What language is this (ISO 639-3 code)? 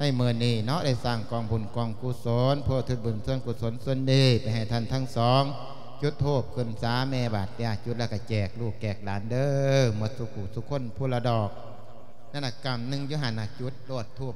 lao